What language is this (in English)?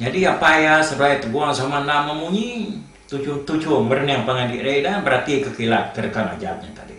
Iban